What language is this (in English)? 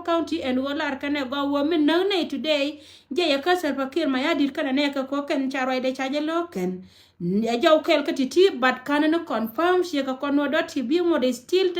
Nuer